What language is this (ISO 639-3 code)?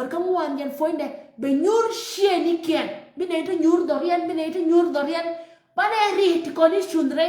nus